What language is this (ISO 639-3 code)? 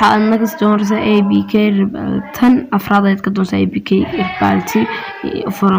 som